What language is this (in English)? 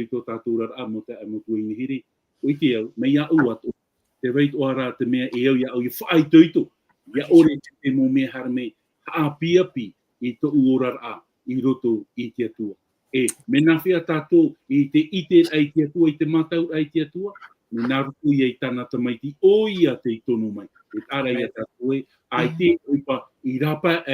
Tahitian